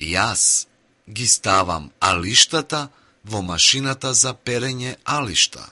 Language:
Macedonian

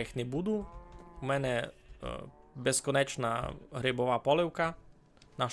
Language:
Rusyn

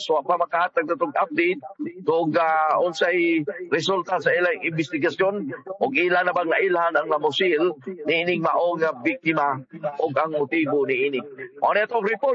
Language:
Cebuano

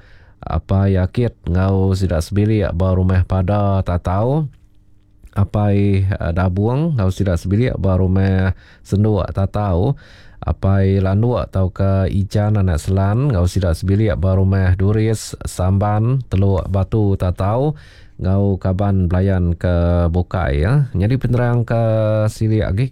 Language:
Iban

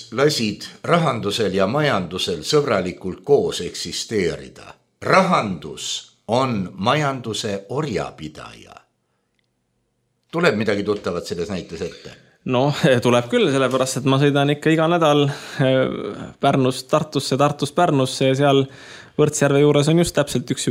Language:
Estonian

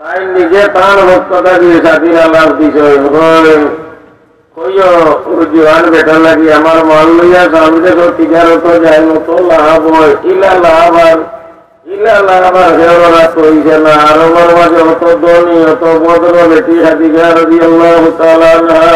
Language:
Sylheti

